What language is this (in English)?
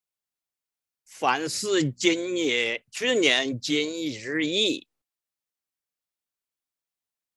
Chinese